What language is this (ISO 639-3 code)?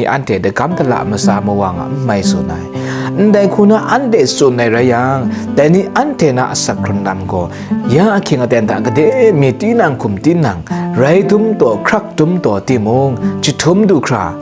kac